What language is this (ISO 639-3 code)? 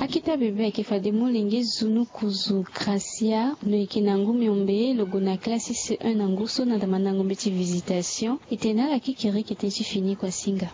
sag